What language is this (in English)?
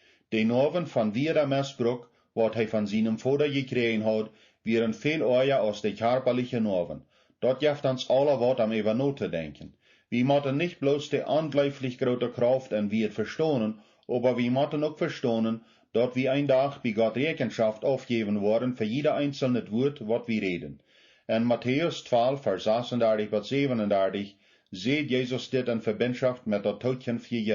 Plautdietsch